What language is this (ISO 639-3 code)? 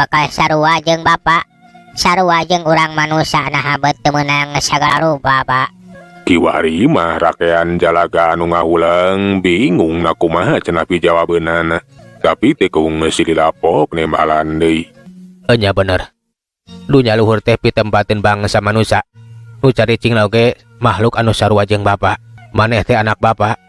sun